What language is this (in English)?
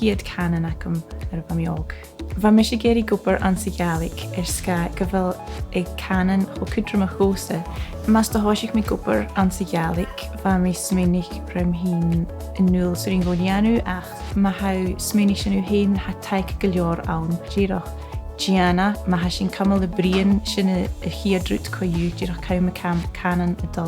Scottish Gaelic